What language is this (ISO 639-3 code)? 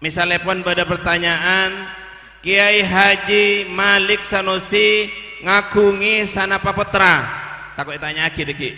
mad